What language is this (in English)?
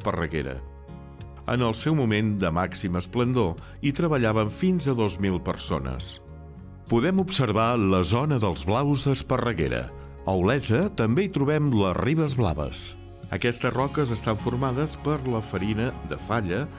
Catalan